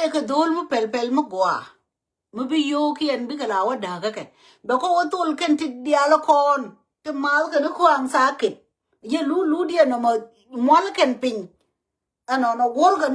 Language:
Nuer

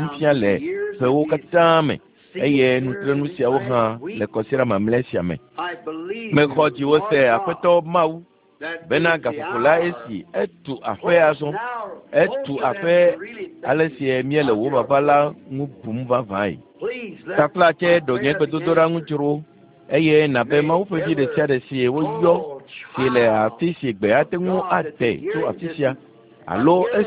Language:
Ewe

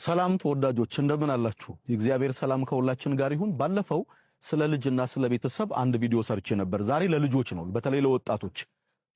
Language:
Amharic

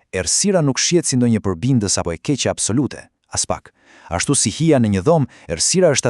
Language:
Albanian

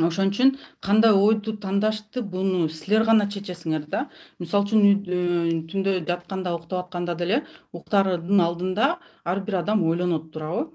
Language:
Kyrgyz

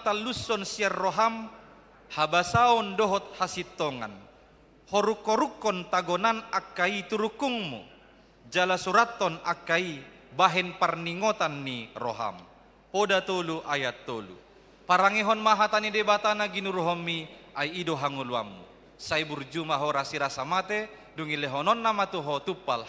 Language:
Batak Toba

